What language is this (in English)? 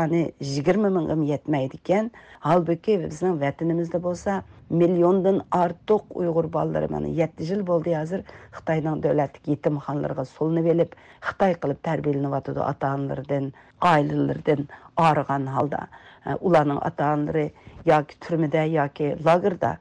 Uyghur